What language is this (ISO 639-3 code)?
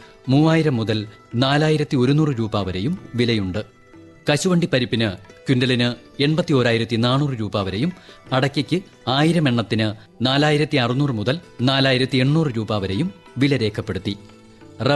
mal